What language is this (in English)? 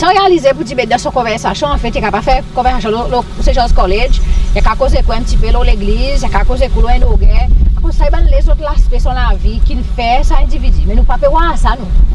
Seselwa Creole French